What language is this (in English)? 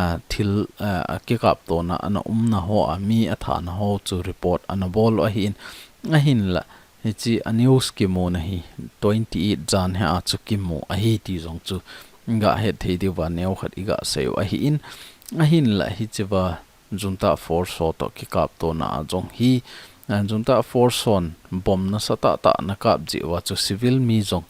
Thado Chin